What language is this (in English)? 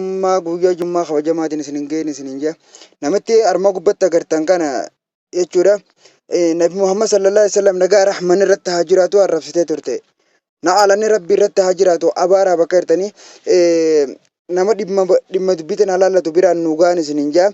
Oromo